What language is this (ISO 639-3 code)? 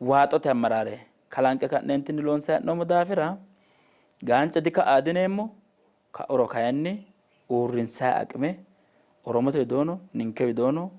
sid